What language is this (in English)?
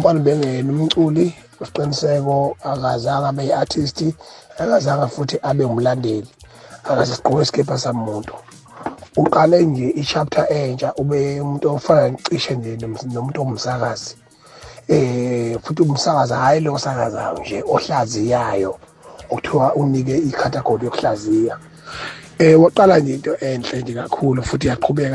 Zulu